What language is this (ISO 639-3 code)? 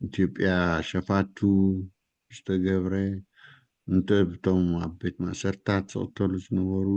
tir